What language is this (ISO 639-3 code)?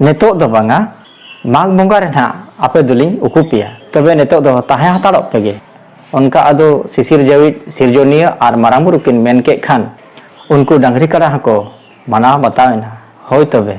sat